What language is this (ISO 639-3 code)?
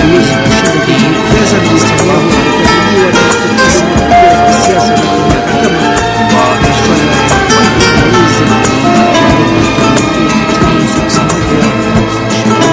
swa